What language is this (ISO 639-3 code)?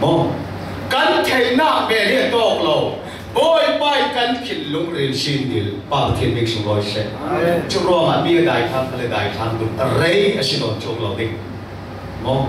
cfm